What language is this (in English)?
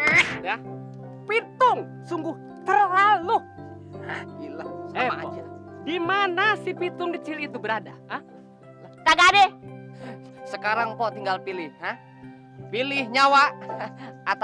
Betawi